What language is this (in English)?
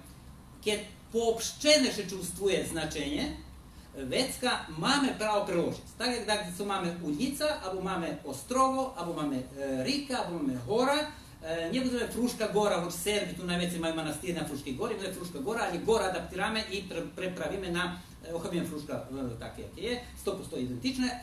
Rusyn